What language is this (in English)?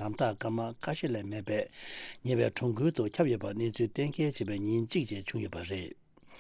Tibetan